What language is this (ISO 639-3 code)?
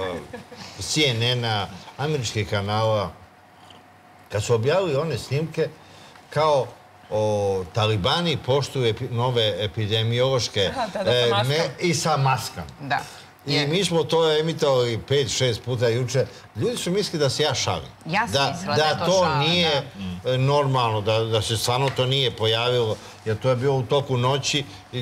srp